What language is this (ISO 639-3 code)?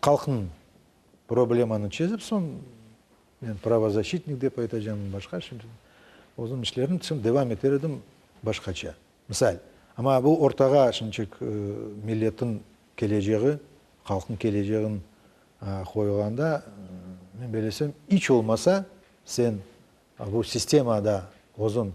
crh